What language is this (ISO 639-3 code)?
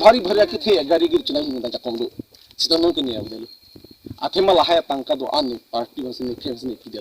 mjw